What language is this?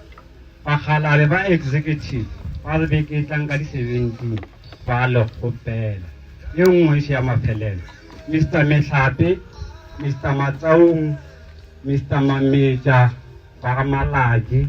Northern Sotho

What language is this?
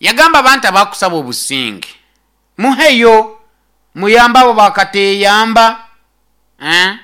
Nyoro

